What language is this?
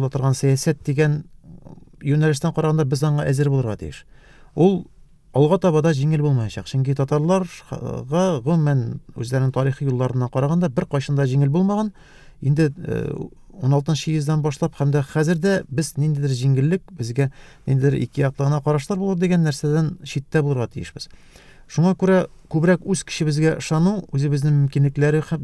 Tatar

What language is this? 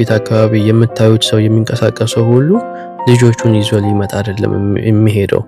Amharic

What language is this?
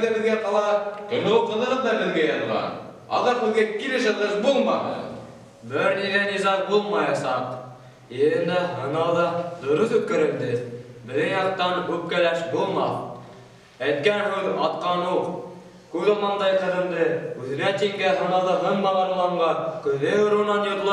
Bashkir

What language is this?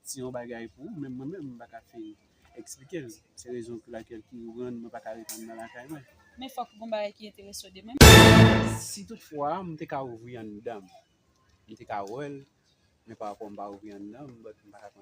Haitian Creole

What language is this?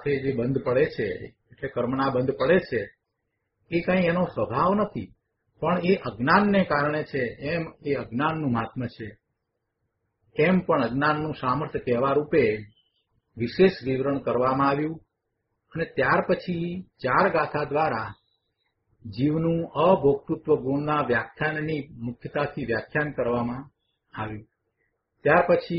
Gujarati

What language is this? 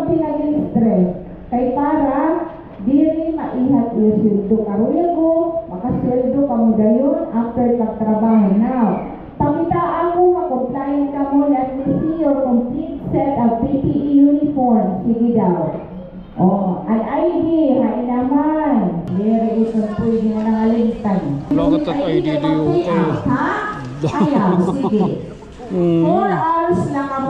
Waray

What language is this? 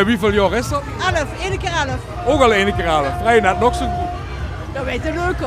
Limburgish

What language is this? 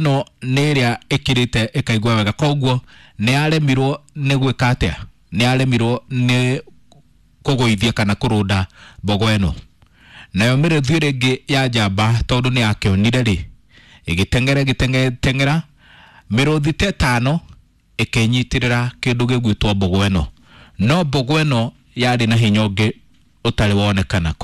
Kikuyu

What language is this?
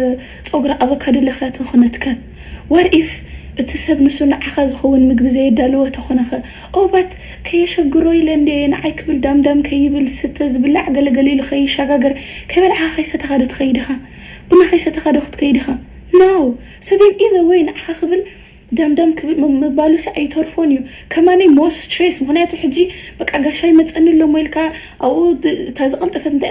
Tigrinya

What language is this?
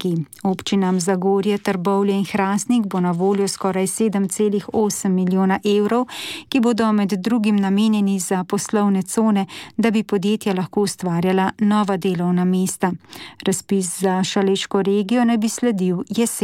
Slovenian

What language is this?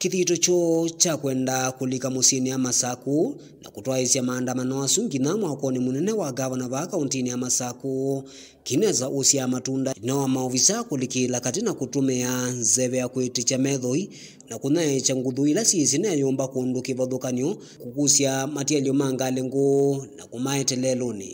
Kamba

